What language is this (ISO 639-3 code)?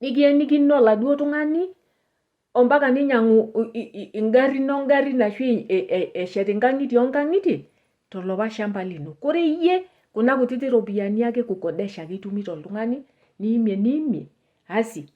mas